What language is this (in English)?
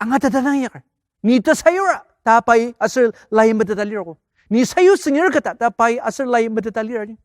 Ao Naga